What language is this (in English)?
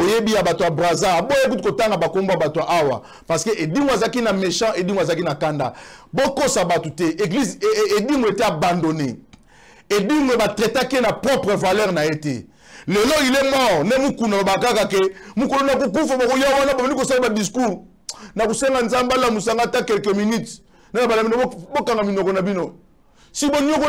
Lingala